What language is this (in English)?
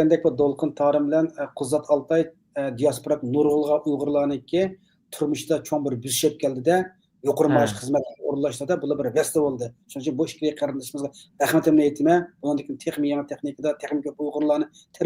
Uyghur